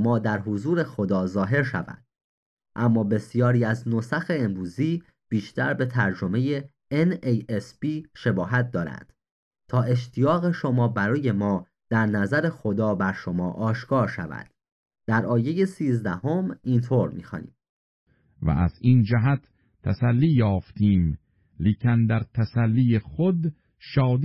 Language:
Persian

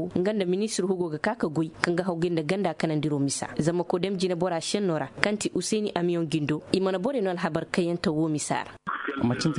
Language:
Koyraboro Senni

